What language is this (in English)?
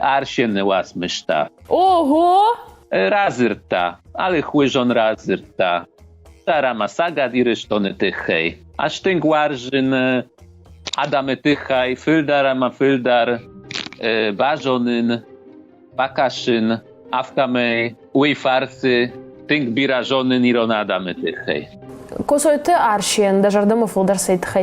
Ossetic